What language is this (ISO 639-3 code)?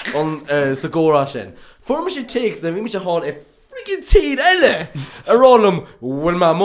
gle